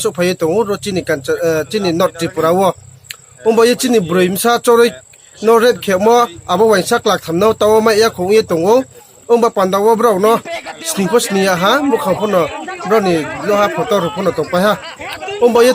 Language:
Riang (India)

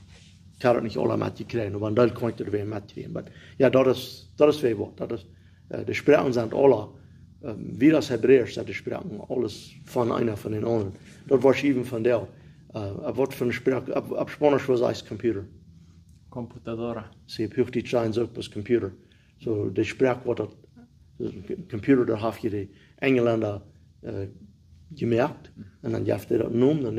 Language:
Plautdietsch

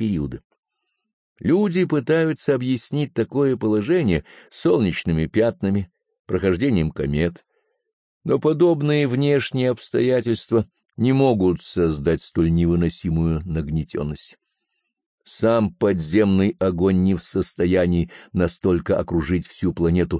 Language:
Russian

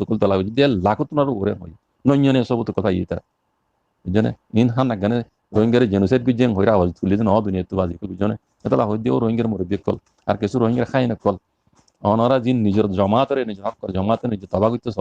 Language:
Rohingya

